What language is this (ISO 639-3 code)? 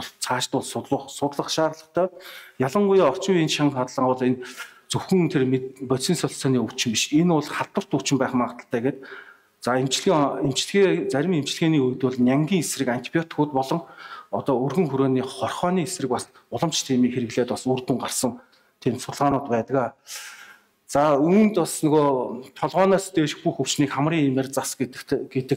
mon